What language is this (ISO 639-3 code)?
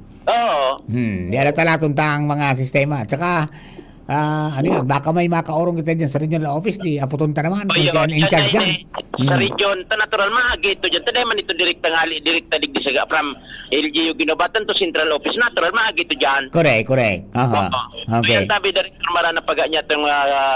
bik